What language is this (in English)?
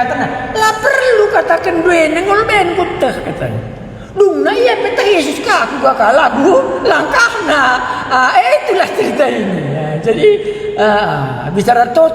Batak Karo